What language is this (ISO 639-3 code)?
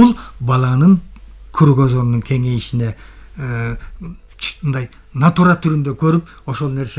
kir